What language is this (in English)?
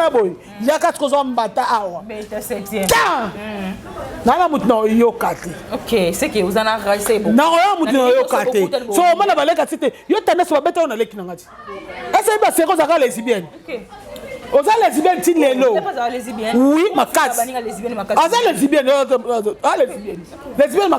Lingala